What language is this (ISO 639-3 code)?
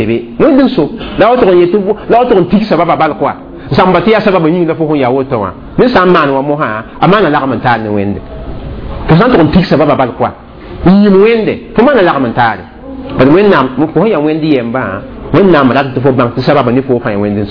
mos